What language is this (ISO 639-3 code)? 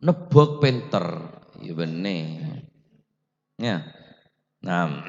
mad